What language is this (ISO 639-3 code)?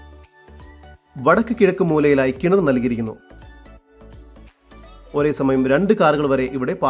mal